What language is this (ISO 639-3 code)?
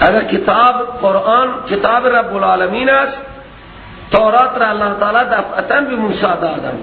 fas